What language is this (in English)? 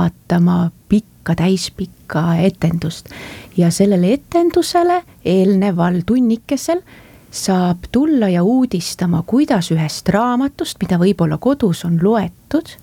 Estonian